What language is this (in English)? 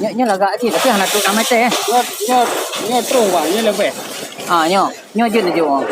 Achinese